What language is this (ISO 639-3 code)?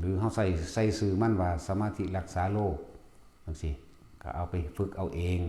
tts